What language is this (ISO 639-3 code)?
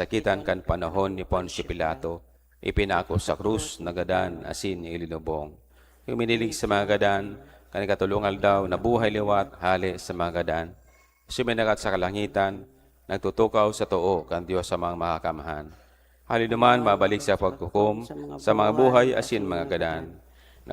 bik